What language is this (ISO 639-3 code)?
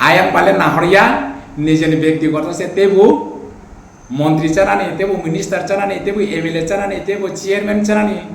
ria